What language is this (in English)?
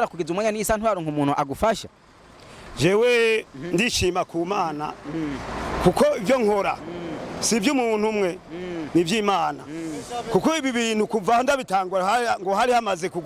Rundi